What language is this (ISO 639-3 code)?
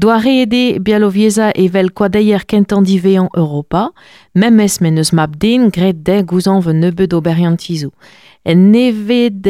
bre